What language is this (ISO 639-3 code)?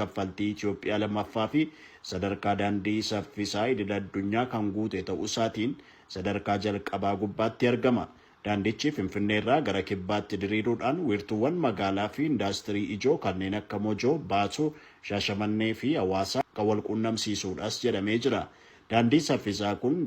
orm